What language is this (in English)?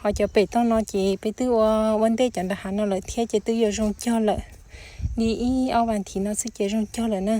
Hmong